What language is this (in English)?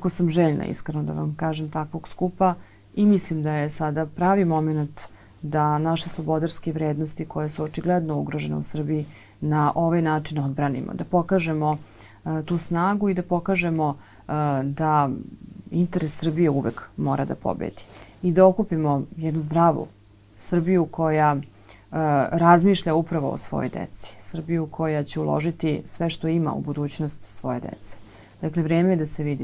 Serbian